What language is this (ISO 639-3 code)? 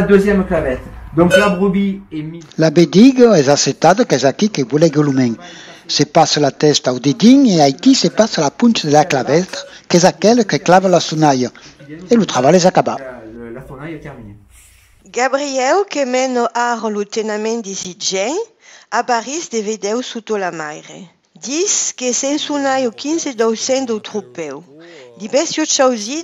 oci